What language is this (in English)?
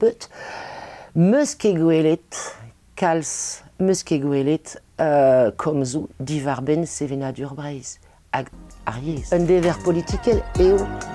Breton